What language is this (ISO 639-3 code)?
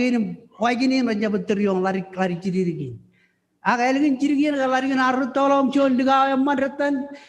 mah